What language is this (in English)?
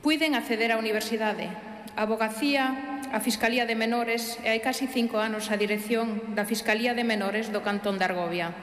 Galician